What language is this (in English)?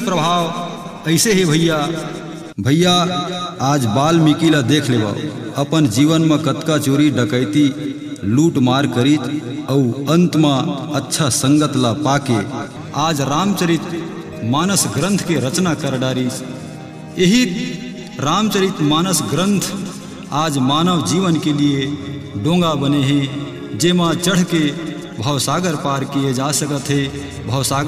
Chhattisgarhi